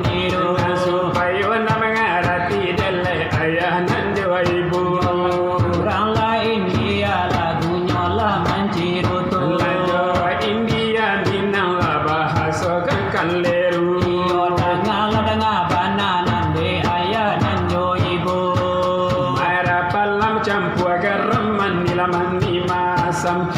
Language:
Minangkabau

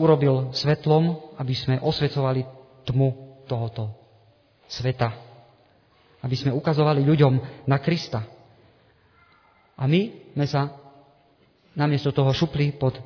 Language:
Slovak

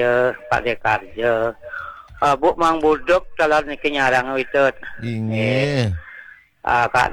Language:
Balinese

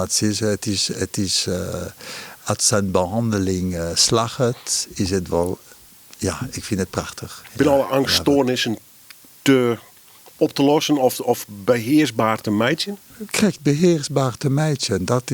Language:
Western Frisian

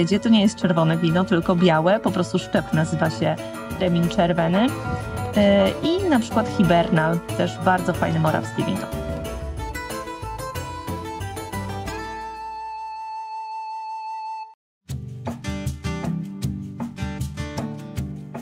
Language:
Polish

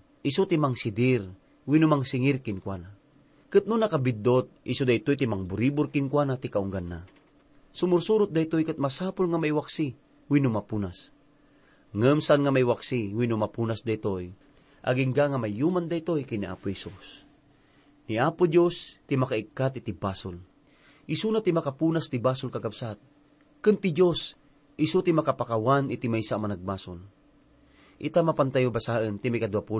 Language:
Iloko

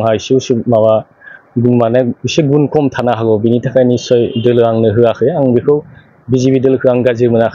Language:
Bodo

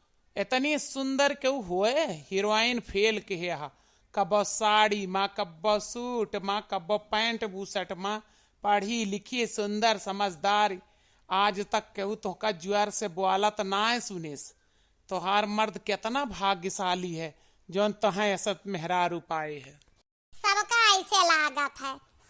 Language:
Awadhi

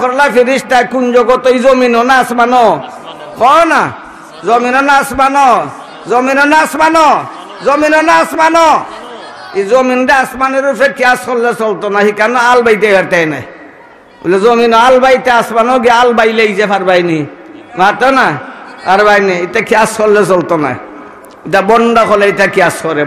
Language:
Sylheti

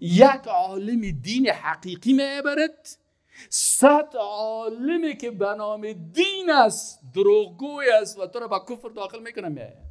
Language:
Persian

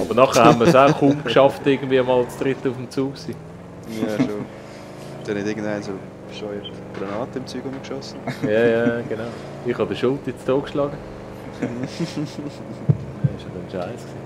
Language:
Swiss German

